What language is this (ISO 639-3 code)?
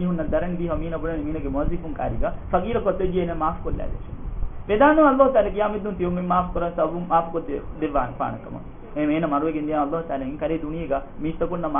div